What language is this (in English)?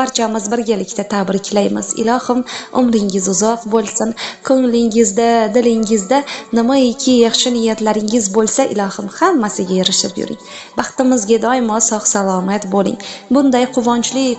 Uzbek